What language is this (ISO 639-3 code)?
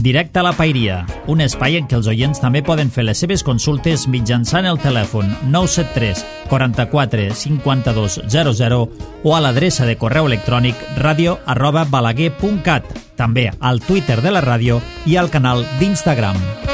cat